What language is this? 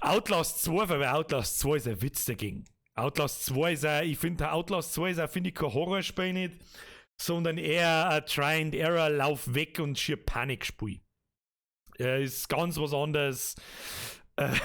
Bavarian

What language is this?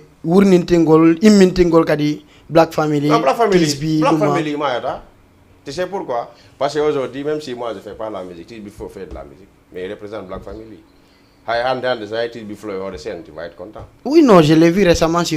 Fula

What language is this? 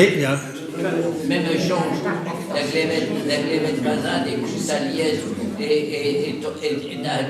Breton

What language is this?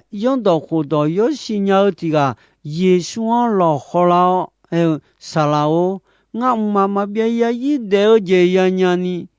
Akha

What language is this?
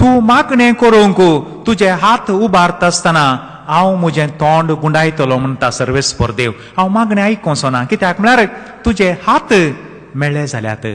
Konkani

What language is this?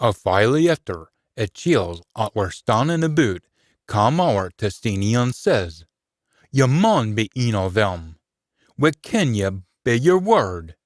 Scots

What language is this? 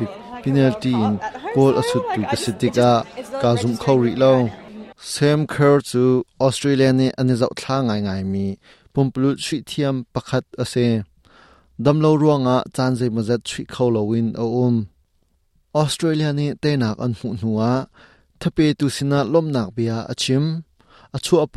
Hakha Chin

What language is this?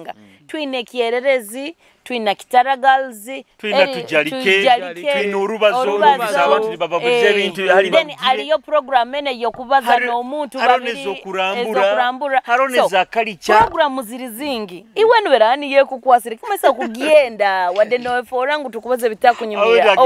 Nyoro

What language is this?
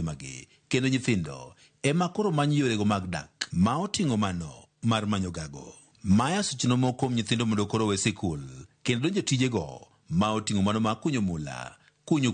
Luo (Kenya and Tanzania)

